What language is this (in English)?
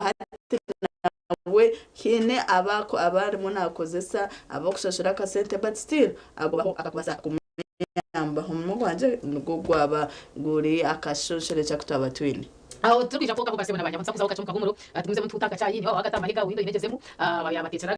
Nyankole